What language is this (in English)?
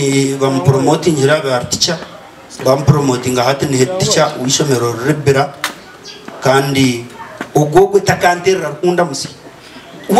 Nyankole